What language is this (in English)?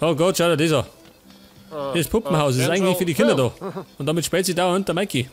Bavarian